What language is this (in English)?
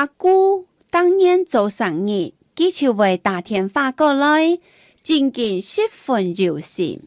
Hakka Chinese